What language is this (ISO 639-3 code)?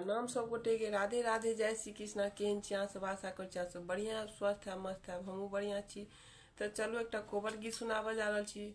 mai